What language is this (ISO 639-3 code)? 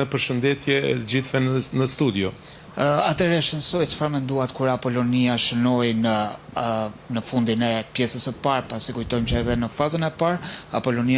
sqi